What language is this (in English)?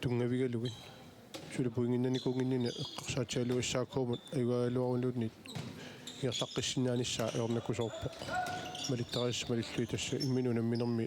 Kalaallisut